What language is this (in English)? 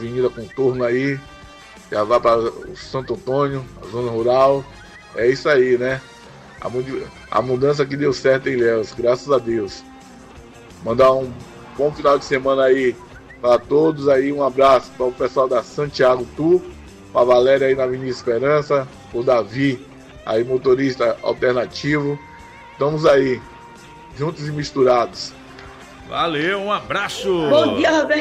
Portuguese